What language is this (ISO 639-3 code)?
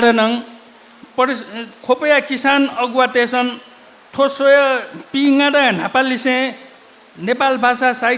new